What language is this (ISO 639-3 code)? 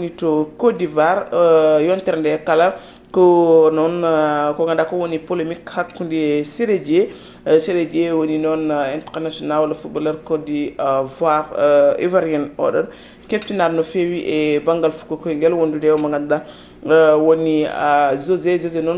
ful